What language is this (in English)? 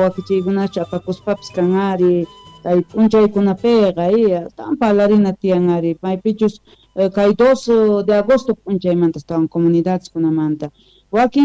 South Bolivian Quechua